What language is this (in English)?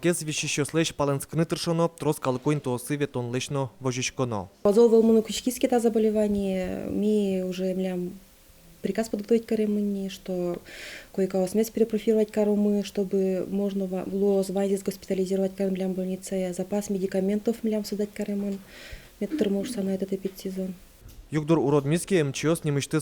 Udmurt